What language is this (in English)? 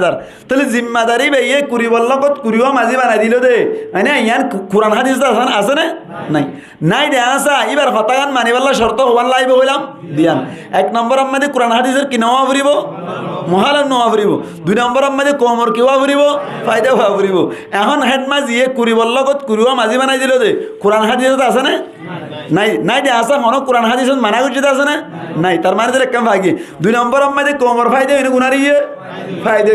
Rohingya